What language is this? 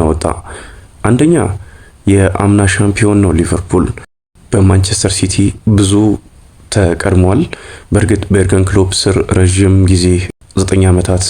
Amharic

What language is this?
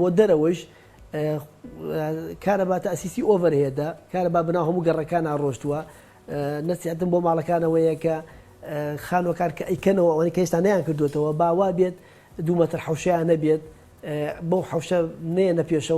Central Kurdish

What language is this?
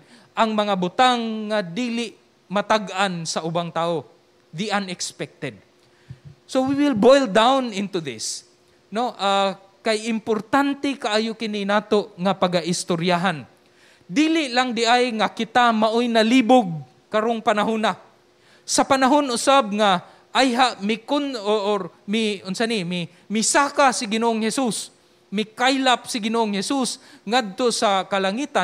Cebuano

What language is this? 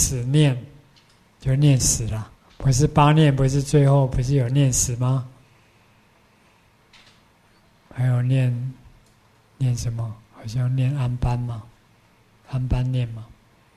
Chinese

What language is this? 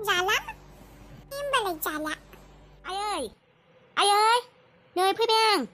Bodo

